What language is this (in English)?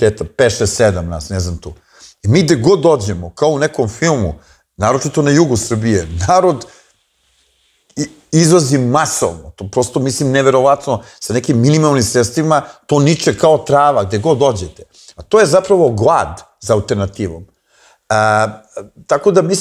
Serbian